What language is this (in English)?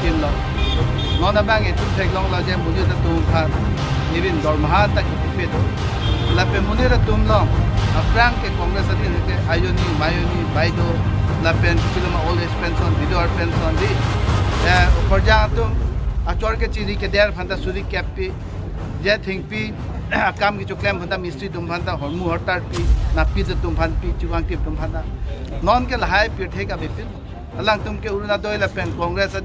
Karbi